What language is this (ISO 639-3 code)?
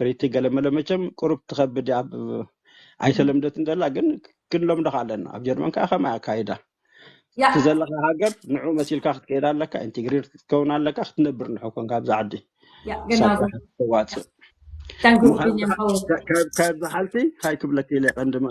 tir